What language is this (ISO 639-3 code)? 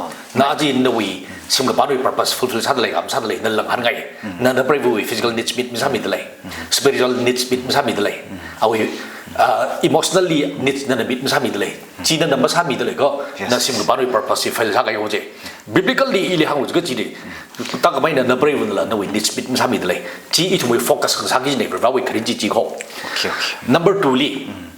nmf